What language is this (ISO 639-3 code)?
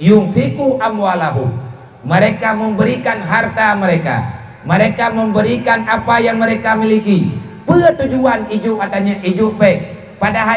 ace